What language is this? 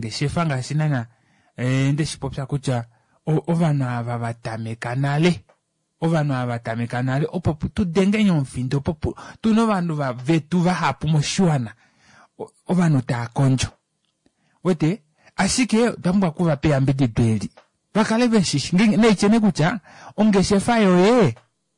Kuanyama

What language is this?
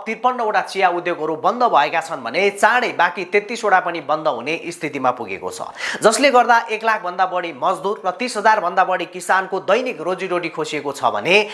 Nepali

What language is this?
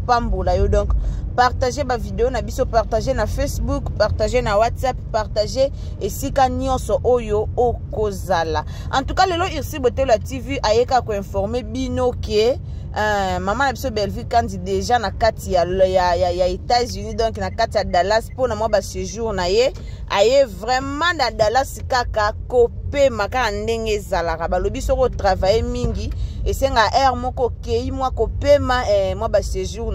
Lingala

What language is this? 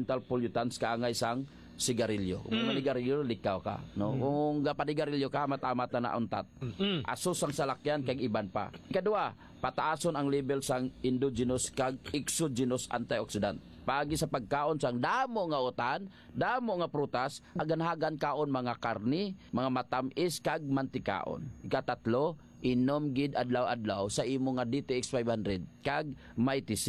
Hiligaynon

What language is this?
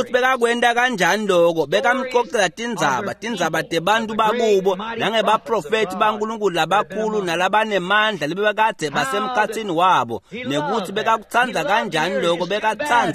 Swati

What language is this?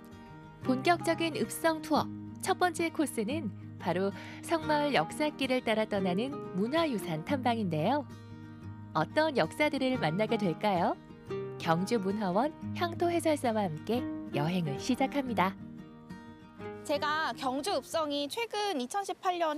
Korean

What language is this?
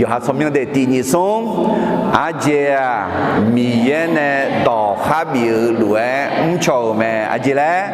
Akha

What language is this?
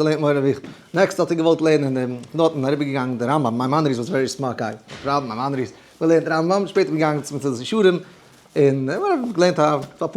Yiddish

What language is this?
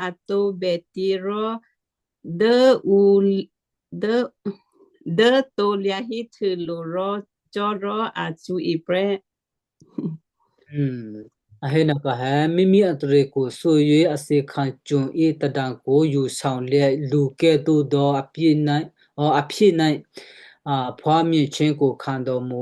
Western Kayah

